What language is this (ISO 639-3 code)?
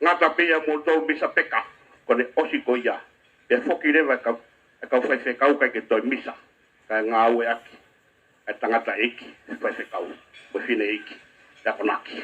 ton